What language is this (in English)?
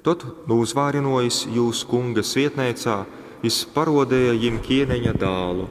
Latgalian